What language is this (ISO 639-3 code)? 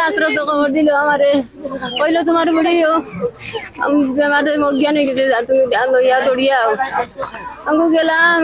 syl